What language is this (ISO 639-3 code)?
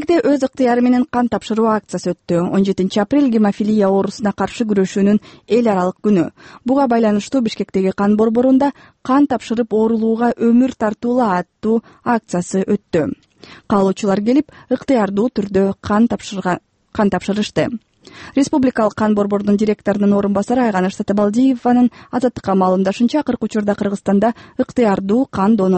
kir